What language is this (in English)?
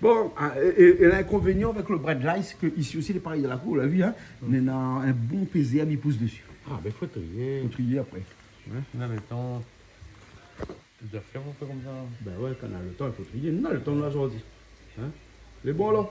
Réunion Creole French